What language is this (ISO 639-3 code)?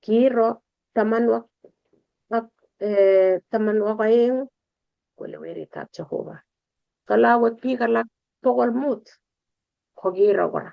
kln